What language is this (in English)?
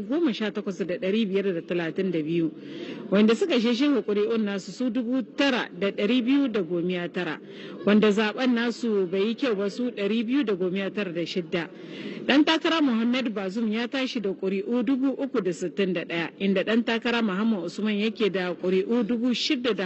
Hausa